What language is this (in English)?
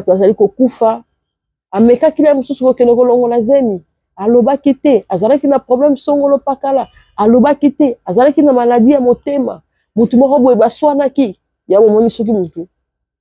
Lingala